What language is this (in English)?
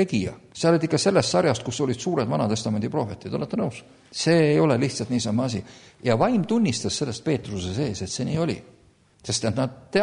Estonian